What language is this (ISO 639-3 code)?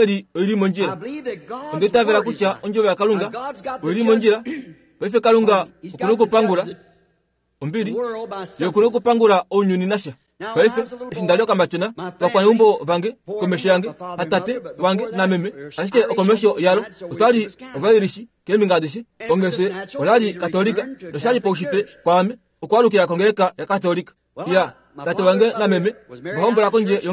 kua